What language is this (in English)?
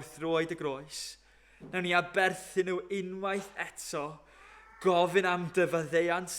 Welsh